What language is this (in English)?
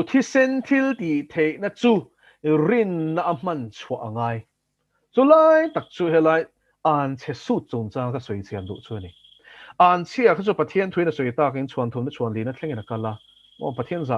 Mizo